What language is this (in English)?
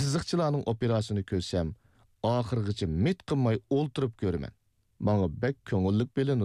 Uyghur